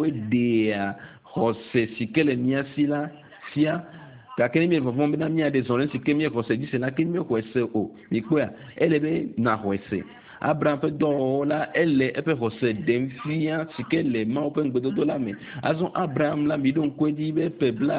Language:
Ewe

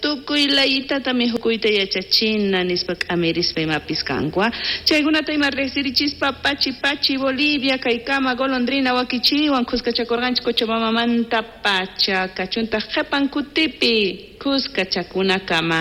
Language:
South Bolivian Quechua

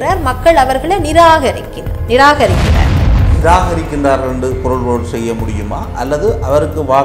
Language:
Tamil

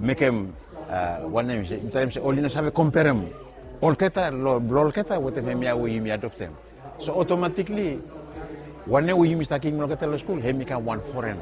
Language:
Bislama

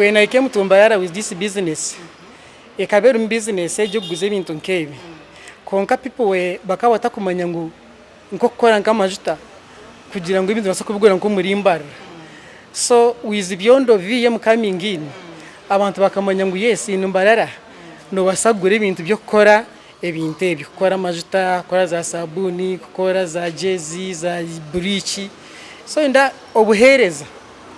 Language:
Nyankole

